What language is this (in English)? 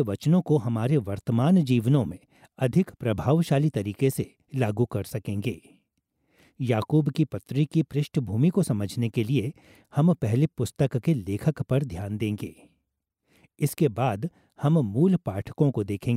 Hindi